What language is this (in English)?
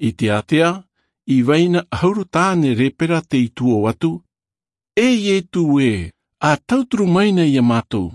Tahitian